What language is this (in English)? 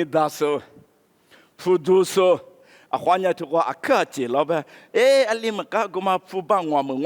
Lisu